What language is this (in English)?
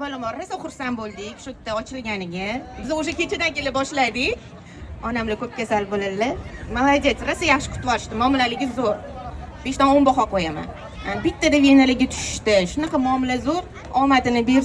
Uzbek